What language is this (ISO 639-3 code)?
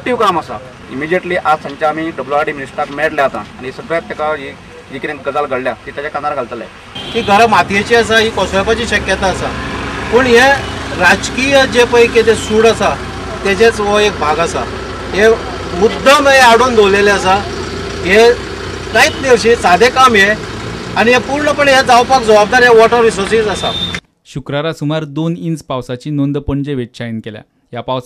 kok